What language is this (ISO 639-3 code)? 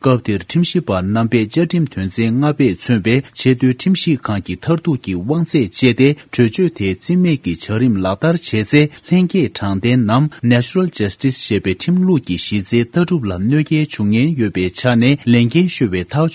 bod